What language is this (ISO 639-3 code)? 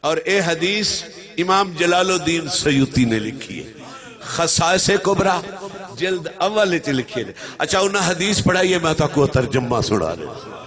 skr